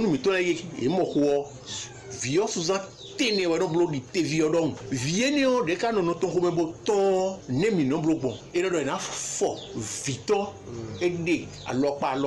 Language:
Fon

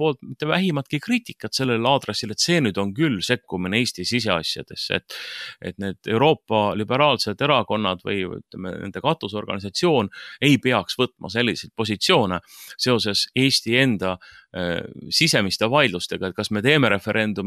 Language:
Estonian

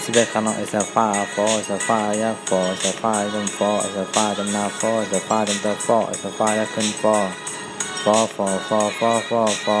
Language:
Shan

